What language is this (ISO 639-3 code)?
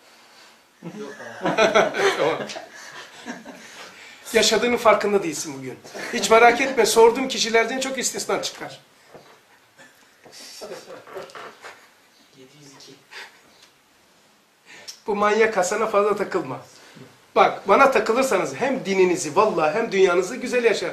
tur